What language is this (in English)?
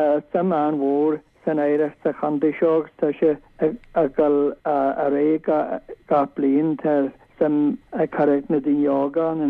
Irish